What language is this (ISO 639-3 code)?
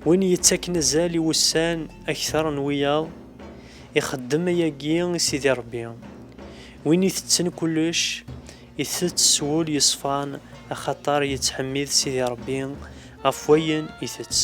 kab